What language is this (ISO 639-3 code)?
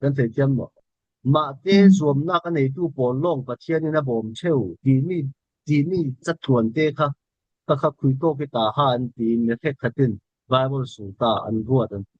cfm